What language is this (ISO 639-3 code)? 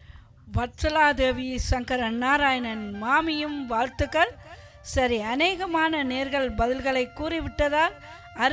tam